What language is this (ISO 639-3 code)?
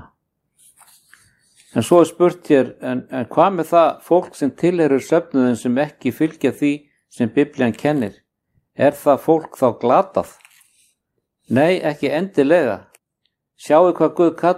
isl